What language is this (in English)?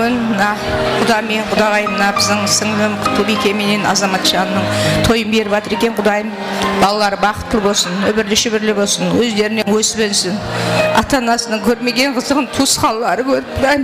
Kara-Kalpak